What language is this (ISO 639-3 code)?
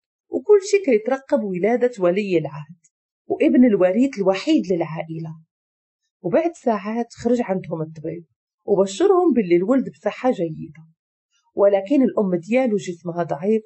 ary